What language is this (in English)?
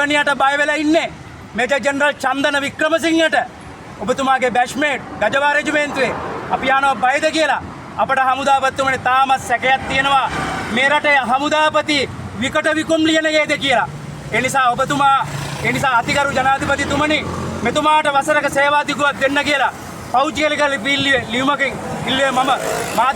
Sinhala